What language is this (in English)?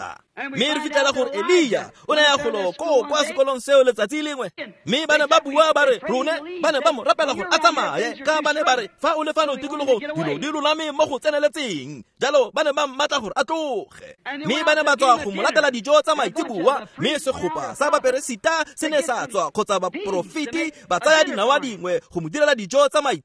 Tswana